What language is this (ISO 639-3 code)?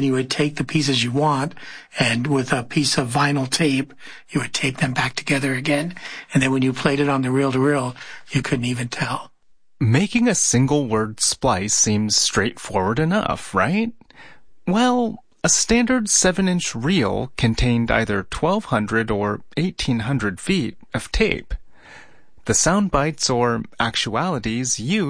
eng